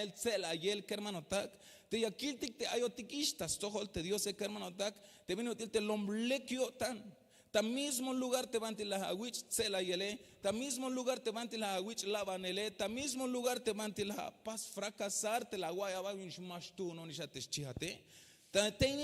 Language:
Tzeltal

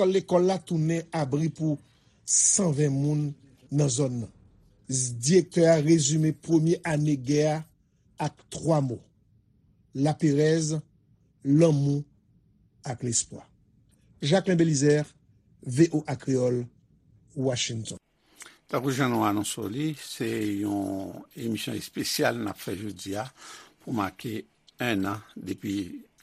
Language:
Haitian Creole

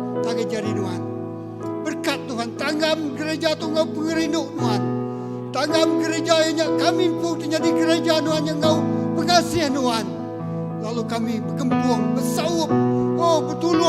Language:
Iban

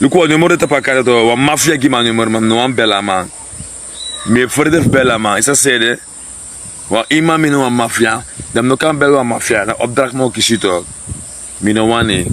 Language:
Sranan Tongo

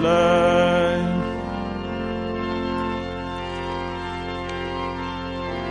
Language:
Afrikaans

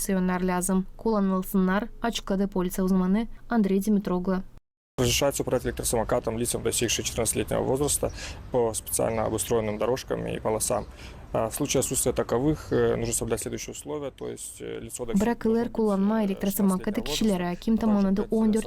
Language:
Gagauz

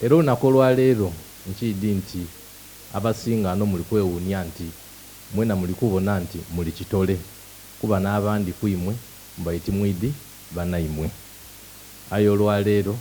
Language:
Soga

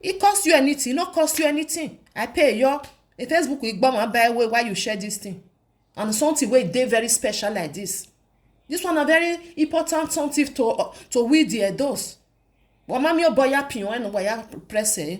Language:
Nigerian Pidgin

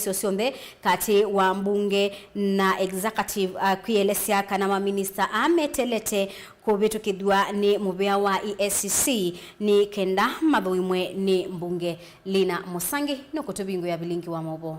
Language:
Kamba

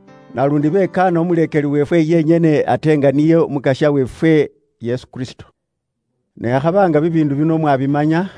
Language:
Luyia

